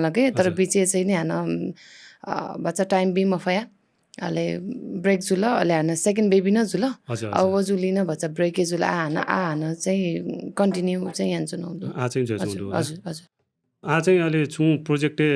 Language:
Newari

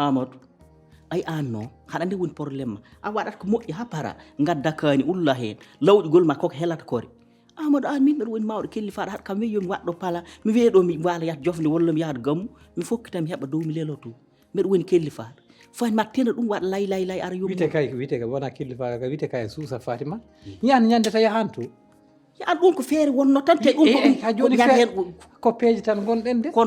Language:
Fula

